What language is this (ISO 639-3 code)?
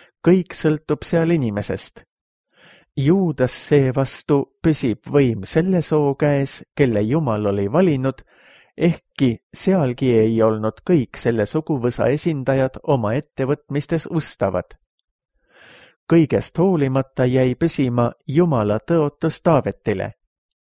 est